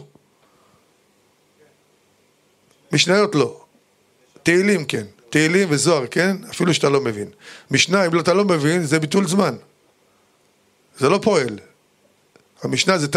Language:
Hebrew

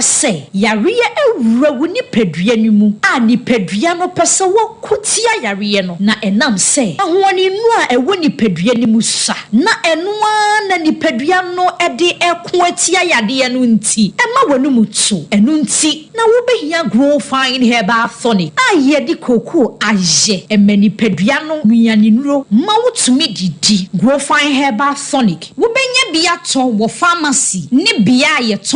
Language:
Akan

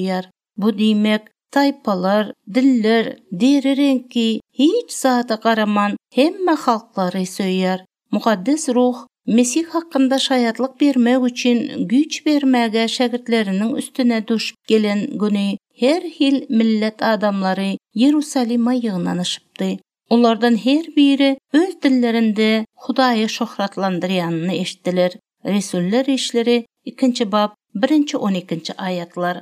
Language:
Turkmen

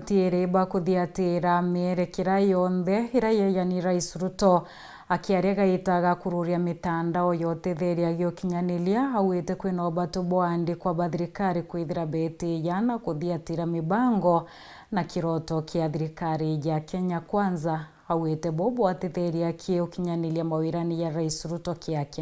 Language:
Meru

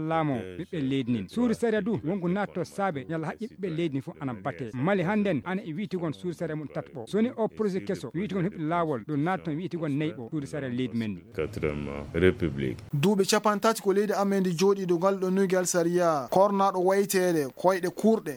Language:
Fula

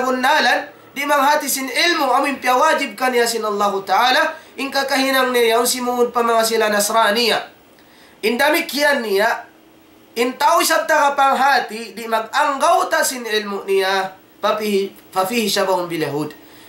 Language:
Tausug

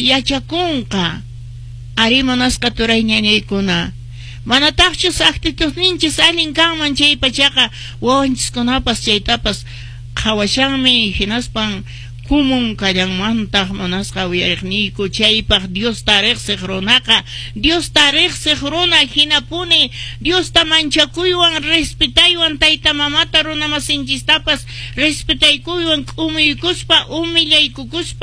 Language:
Quechua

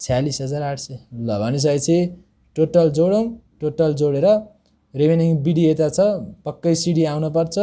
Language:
Nepali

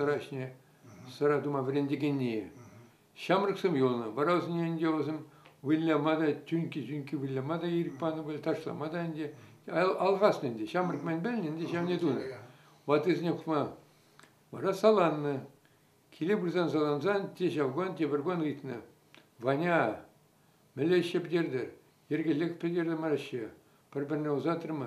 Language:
Chuvash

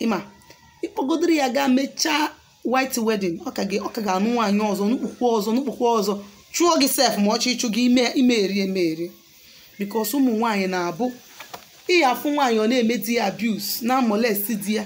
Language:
Igbo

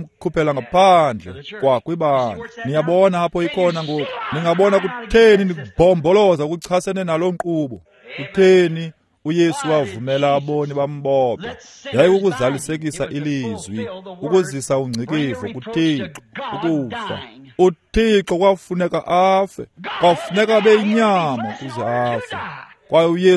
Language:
Xhosa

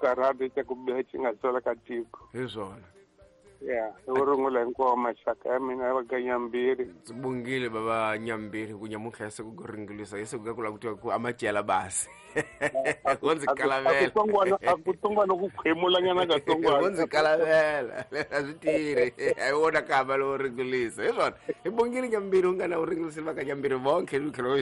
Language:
Tsonga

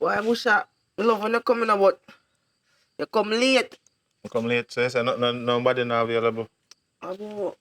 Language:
Jamaican Creole English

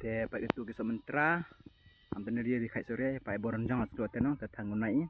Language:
Khasi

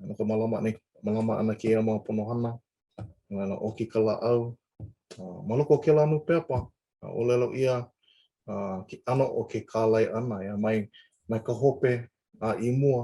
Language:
Hawaiian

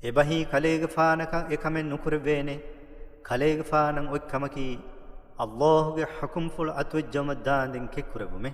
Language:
Divehi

